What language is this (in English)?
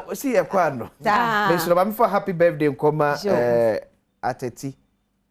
Akan